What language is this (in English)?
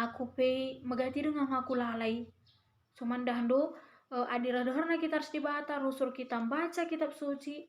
Batak Karo